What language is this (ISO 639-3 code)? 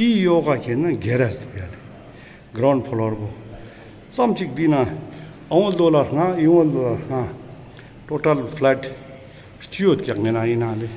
lbj